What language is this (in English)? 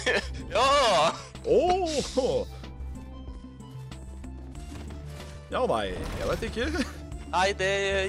Norwegian